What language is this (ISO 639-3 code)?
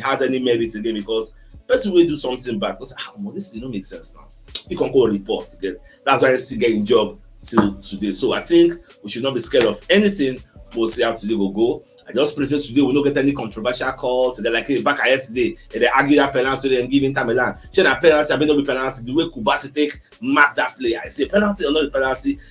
pcm